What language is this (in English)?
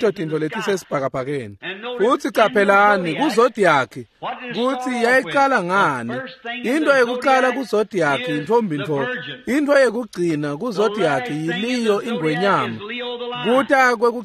Swati